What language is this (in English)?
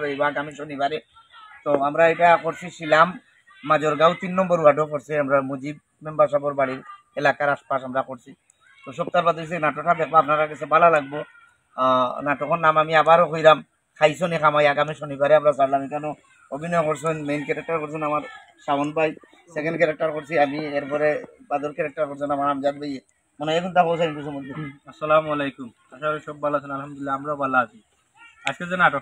Sylheti